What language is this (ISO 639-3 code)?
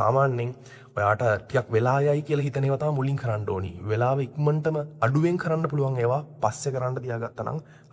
sin